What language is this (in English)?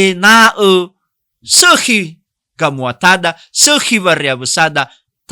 Nias